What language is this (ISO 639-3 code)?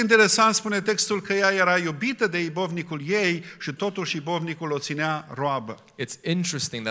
ron